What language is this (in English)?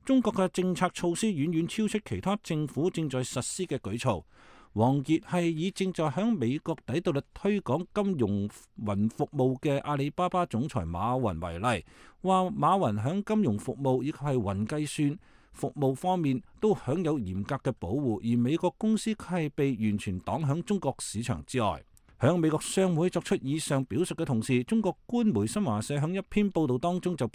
Cantonese